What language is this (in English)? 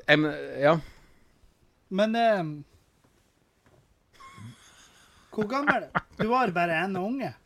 Norwegian